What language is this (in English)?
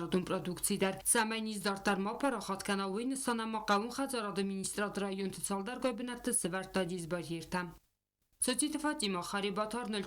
Ossetic